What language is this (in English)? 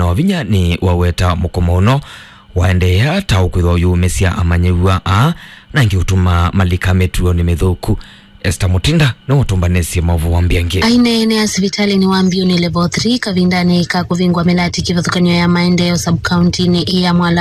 Kamba